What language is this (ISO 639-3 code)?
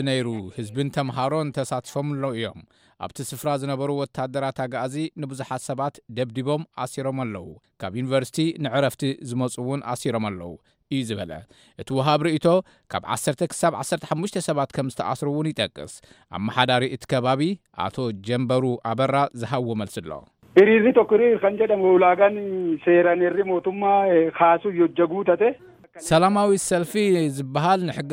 tir